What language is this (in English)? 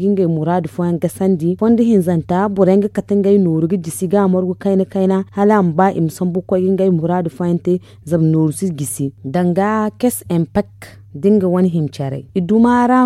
Zarma